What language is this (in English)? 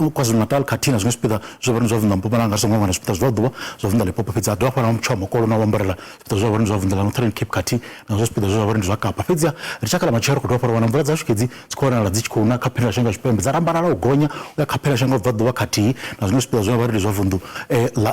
Venda